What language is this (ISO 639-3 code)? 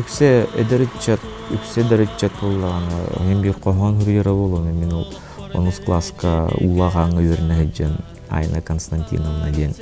sah